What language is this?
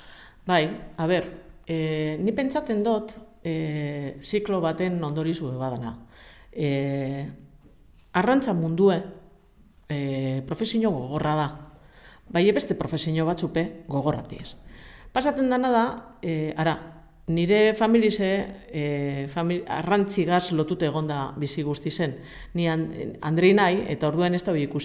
Basque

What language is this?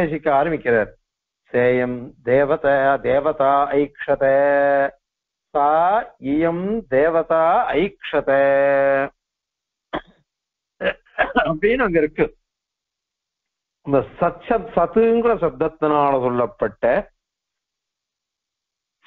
Tamil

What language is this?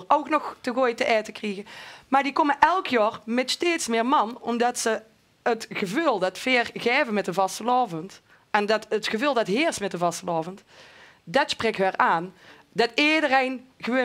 Limburgish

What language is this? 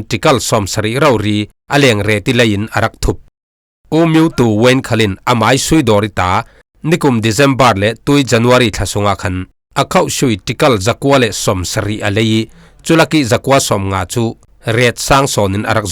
Falam Chin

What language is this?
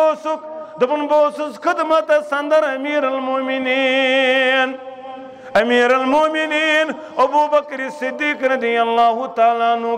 Kashmiri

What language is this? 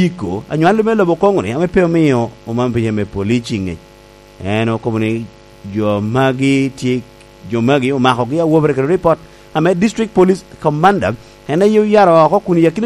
Lango (Uganda)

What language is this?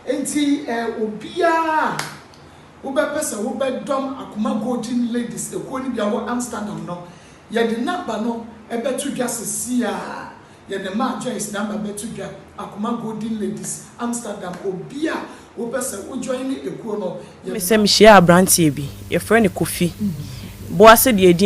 Akan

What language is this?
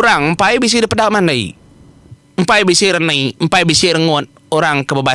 Iban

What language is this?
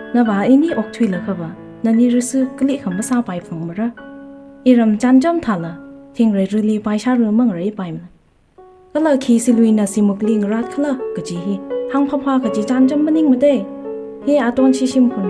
Tangkhul Naga (India)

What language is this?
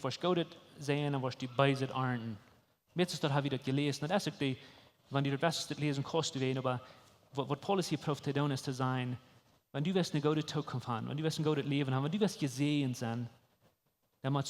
Plautdietsch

